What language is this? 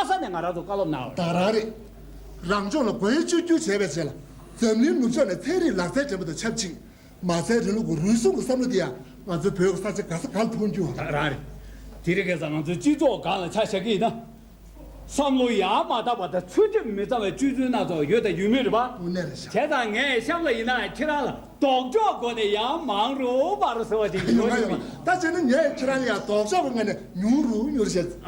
Tibetan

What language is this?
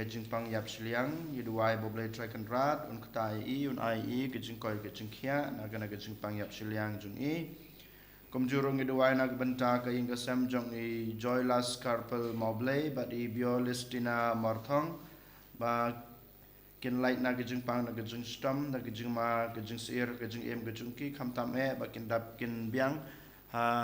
Khasi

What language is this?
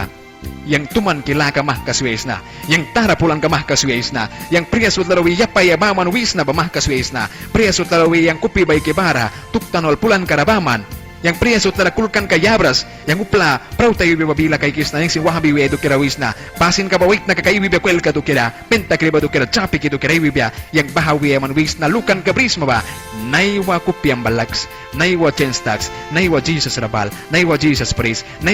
Mískito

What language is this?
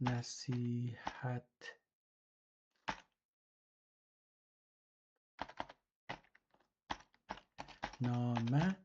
South Azerbaijani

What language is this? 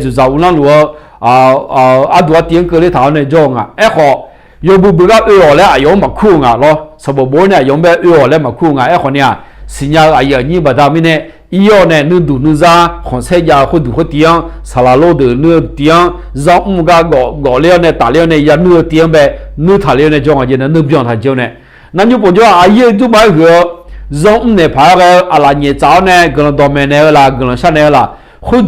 Akha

